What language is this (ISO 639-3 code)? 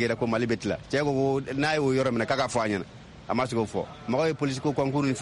bam